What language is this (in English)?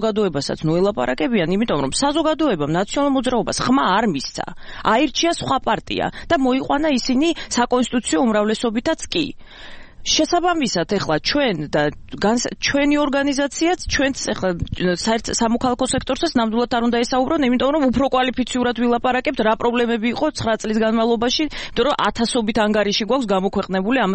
Georgian